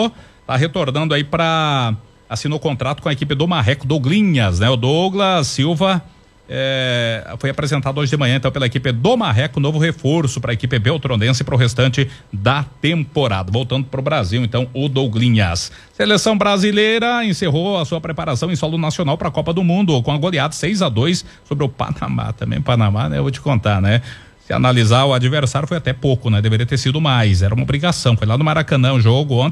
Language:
Portuguese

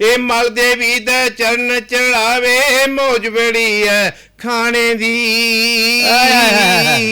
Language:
Dogri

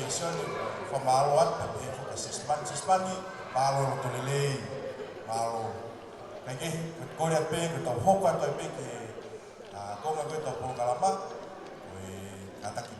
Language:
Tongan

